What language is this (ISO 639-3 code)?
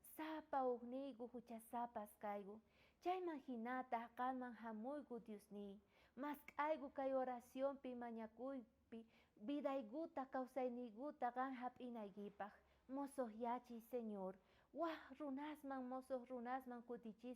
quh